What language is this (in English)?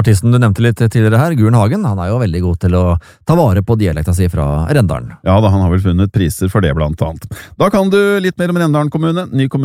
Norwegian